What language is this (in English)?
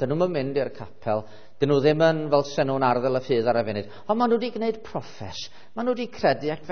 Welsh